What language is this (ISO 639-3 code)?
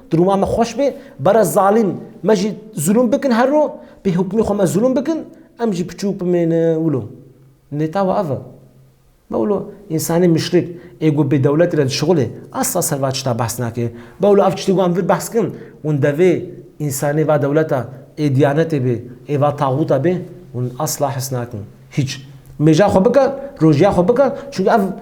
kur